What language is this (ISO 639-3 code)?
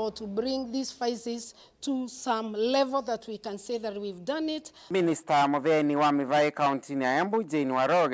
kam